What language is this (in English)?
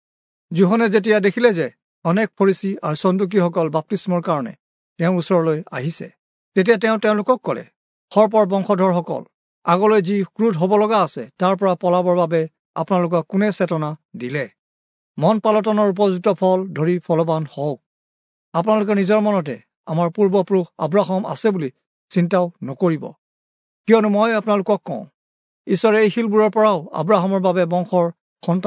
Assamese